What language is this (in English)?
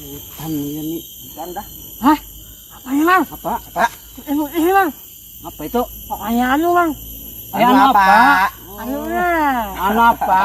Banjar